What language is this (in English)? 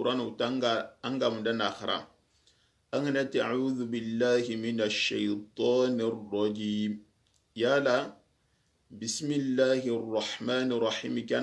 Soninke